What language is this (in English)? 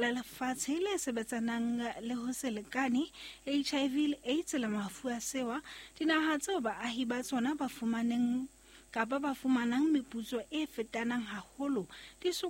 Southern Sotho